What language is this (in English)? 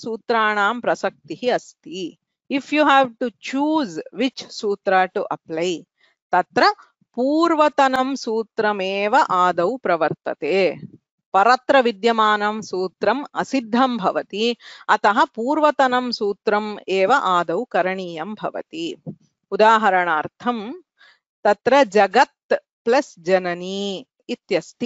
Sanskrit